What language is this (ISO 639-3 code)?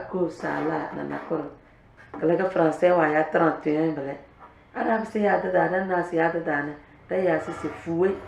kdh